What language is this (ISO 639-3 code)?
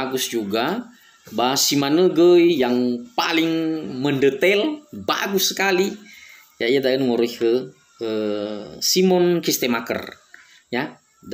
nia